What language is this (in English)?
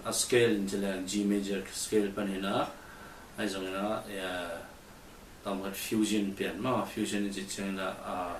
Tedim Chin